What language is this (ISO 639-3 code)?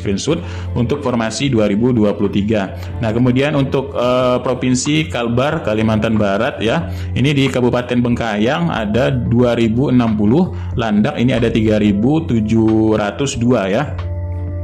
ind